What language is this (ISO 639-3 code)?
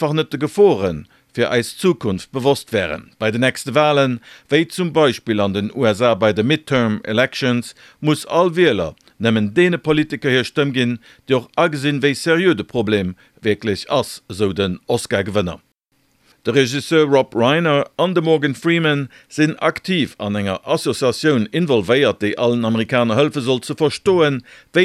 ltz